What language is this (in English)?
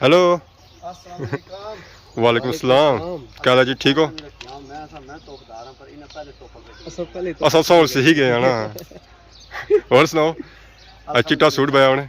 Pahari-Potwari